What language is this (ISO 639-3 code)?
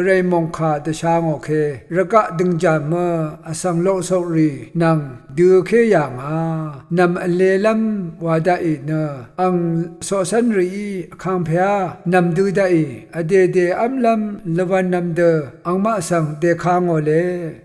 raw